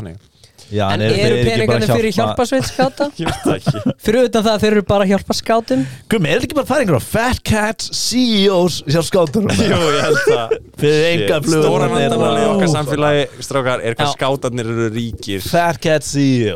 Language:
Icelandic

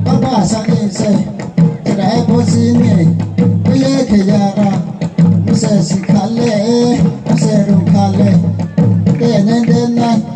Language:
Riang (India)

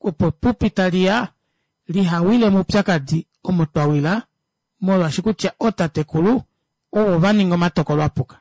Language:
Kuanyama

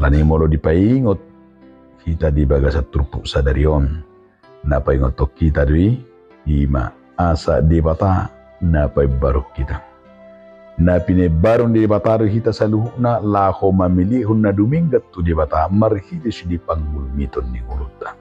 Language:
Batak Toba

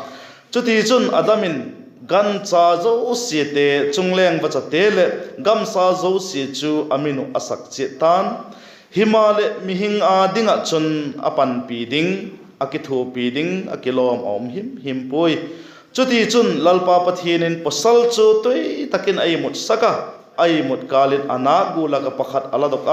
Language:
Vaiphei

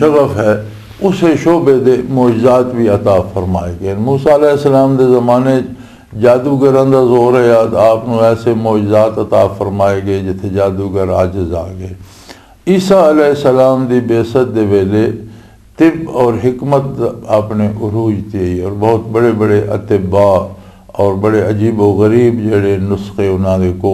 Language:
Western Panjabi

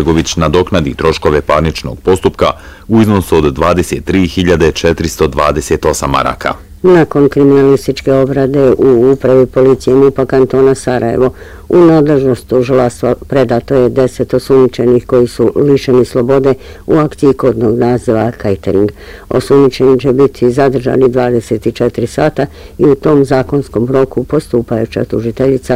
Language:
Bosnian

